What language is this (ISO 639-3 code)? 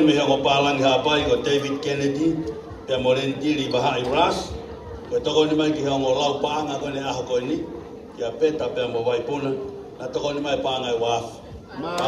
ton